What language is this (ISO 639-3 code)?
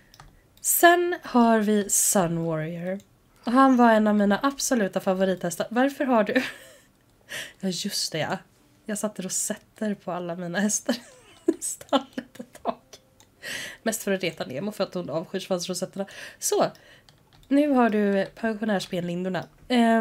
swe